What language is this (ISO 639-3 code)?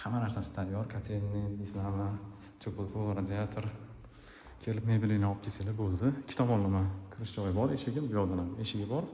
uzb